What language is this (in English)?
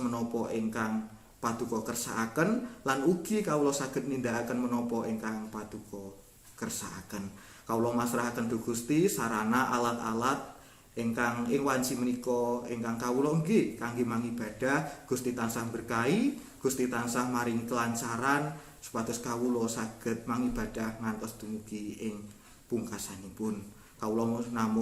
Javanese